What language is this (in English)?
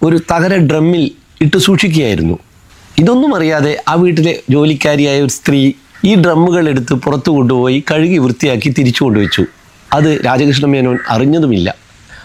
Malayalam